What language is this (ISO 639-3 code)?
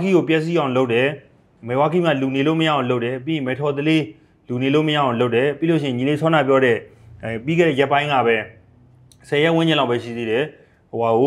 mya